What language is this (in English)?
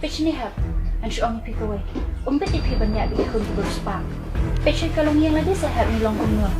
Khasi